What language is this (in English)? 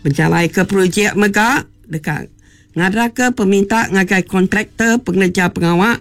Iban